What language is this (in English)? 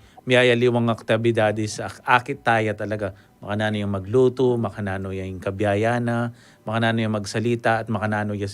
Pampanga